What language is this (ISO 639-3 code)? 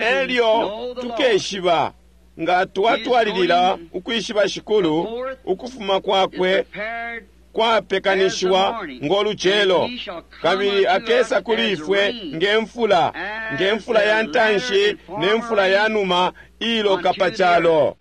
bem